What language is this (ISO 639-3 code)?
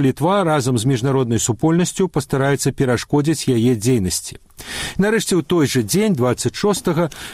bel